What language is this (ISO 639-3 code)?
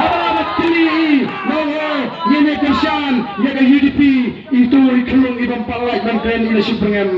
kha